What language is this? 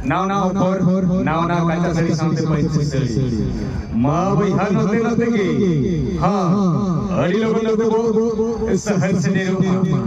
Santali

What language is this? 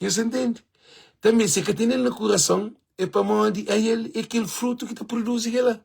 Kabuverdianu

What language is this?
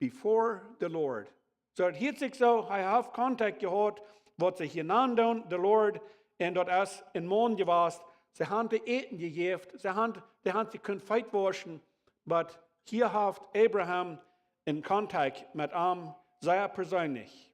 Plautdietsch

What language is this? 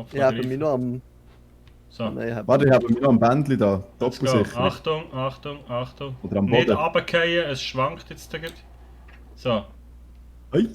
Swiss German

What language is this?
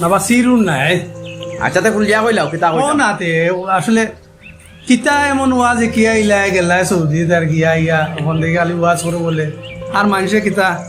Sylheti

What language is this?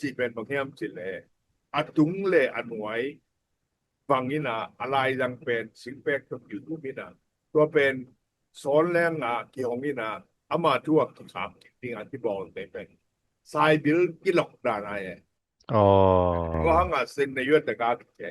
Tedim Chin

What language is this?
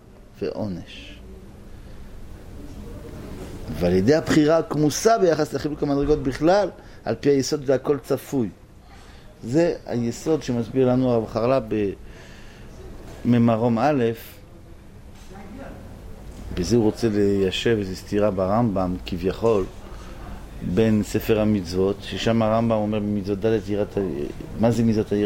Hebrew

